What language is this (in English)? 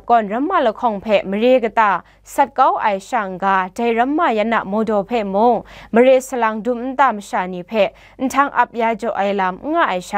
Kachin